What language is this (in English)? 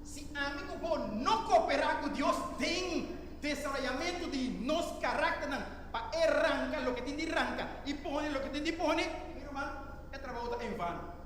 Papiamento